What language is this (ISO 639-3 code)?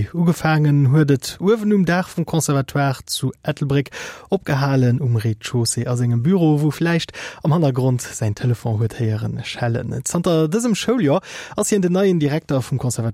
ltz